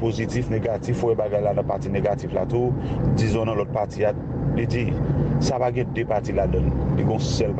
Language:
Haitian Creole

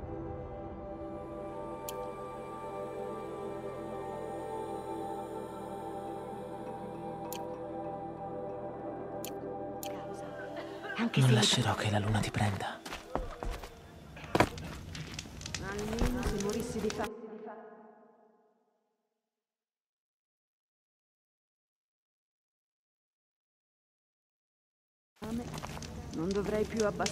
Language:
Italian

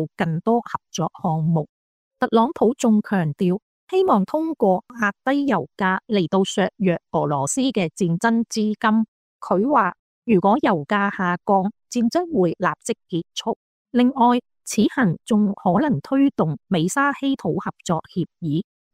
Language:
Cantonese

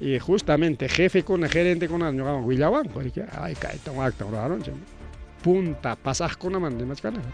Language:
Ayacucho Quechua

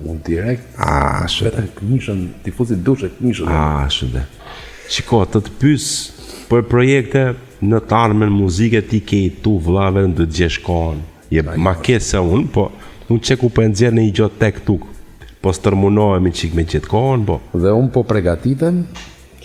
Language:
Albanian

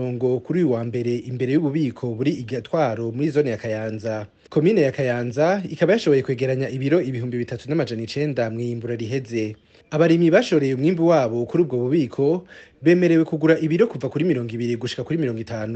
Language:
Rundi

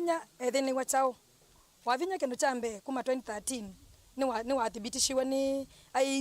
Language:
Kamba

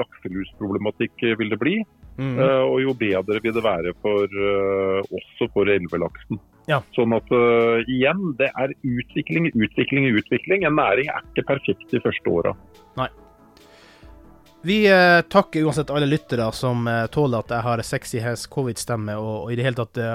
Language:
Norwegian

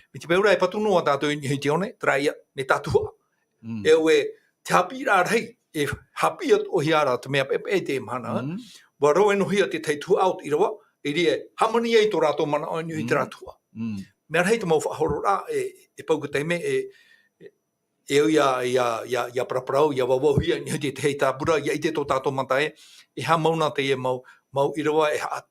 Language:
Tahitian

